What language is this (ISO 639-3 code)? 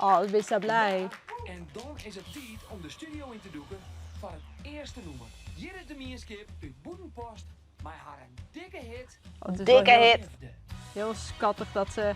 fry